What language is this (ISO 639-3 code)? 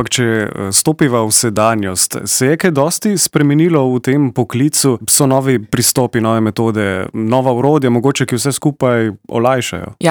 slv